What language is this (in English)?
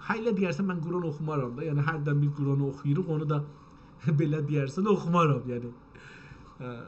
South Azerbaijani